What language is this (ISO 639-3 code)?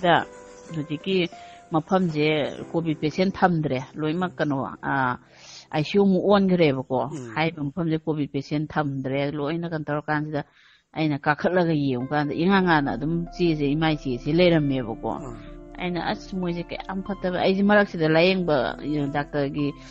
mni